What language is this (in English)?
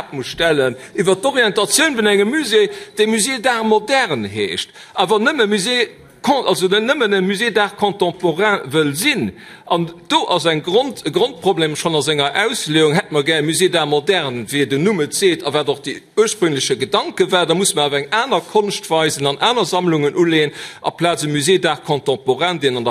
Luxembourgish